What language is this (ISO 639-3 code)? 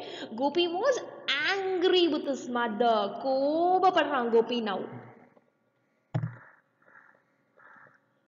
tam